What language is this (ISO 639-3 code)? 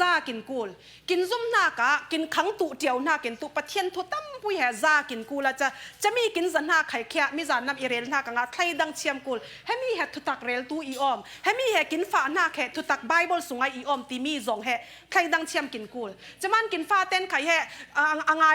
cfm